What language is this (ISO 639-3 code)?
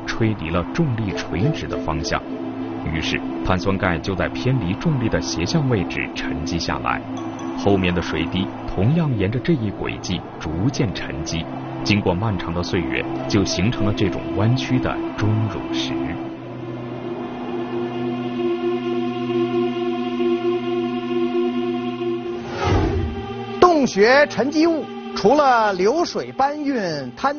zho